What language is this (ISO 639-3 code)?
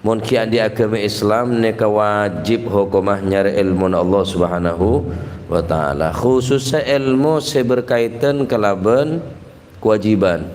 mad